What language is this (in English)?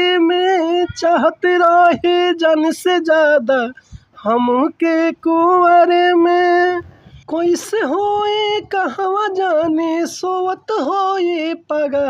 Bhojpuri